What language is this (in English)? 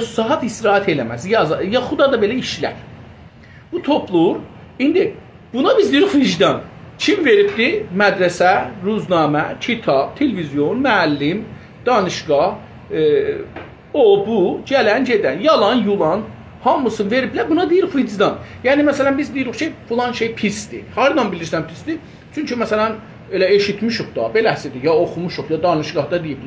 South Azerbaijani